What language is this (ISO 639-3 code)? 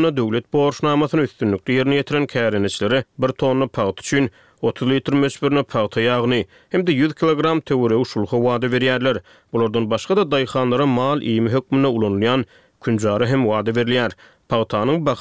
tuk